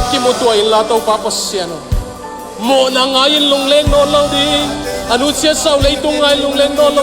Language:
Tedim Chin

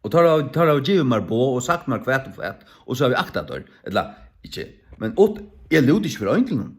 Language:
Faroese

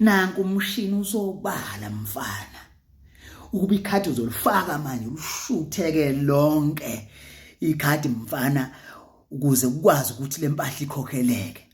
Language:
Zulu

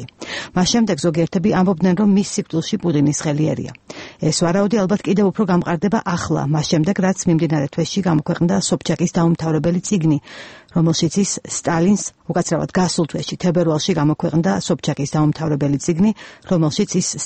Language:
Georgian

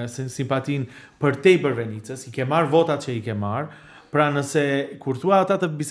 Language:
Albanian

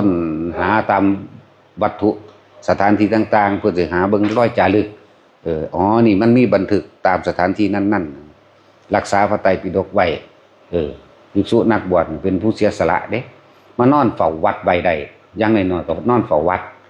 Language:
Northeastern Thai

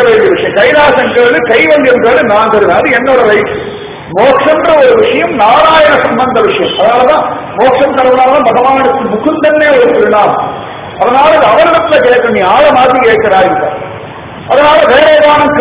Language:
Tamil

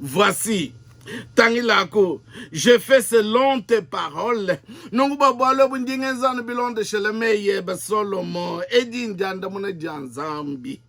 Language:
Luba-Lulua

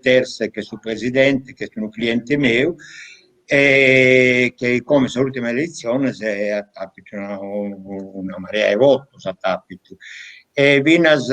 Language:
Sardinian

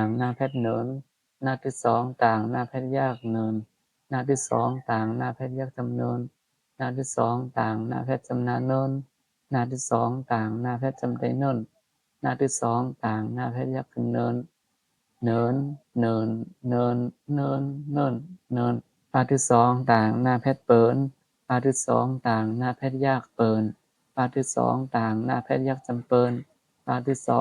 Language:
Shan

